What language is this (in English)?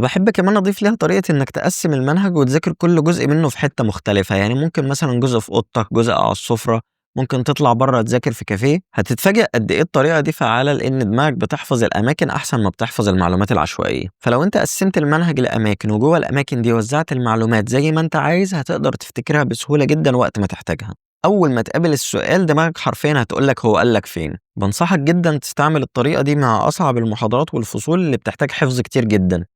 Egyptian Arabic